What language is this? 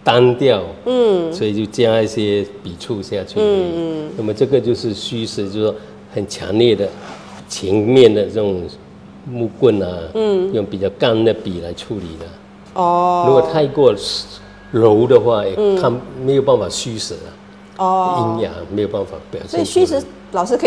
Chinese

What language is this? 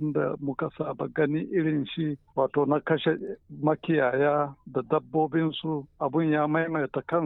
Hausa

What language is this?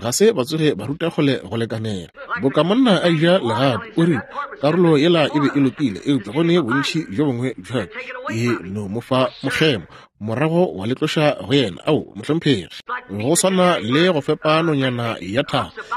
Northern Sotho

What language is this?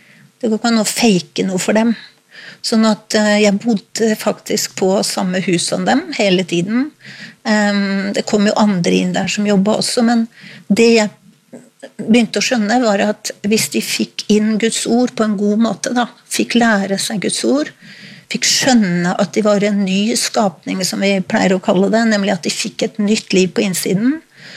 Norwegian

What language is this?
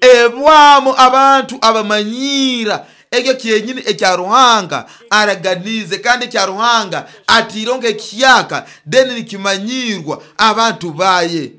Nyoro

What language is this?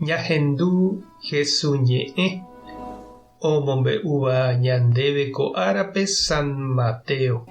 Guarani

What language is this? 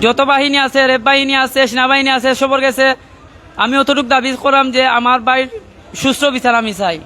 Sylheti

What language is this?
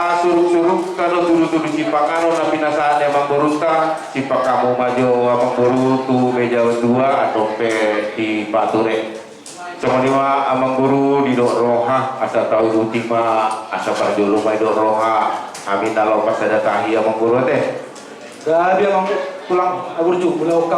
Batak Toba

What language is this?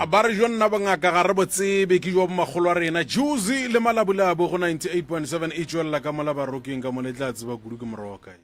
Northern Sotho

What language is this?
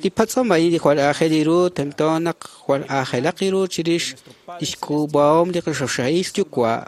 Kekchí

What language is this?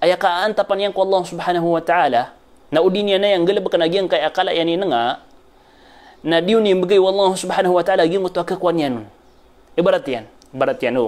Maranao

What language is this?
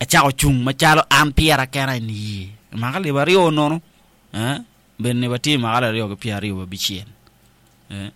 Acoli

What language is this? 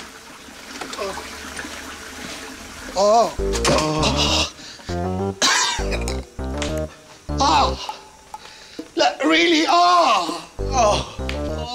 Egyptian Arabic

